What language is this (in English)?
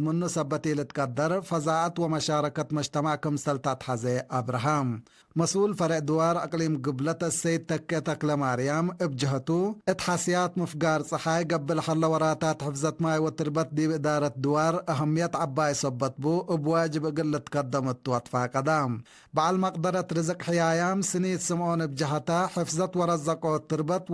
Tigre